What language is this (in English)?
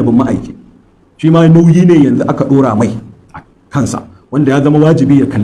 Hausa